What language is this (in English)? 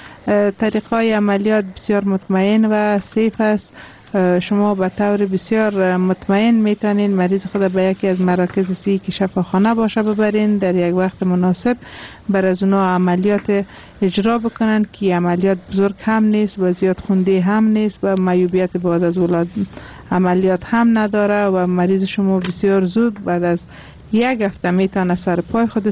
Persian